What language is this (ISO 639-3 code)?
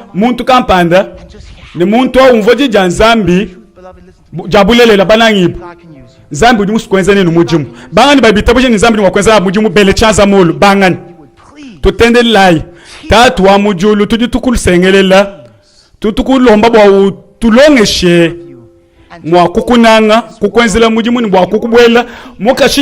lua